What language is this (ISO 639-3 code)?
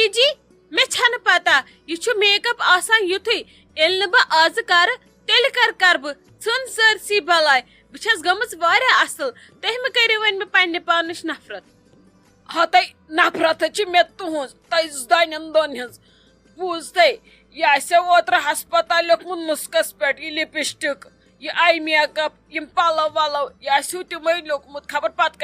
kas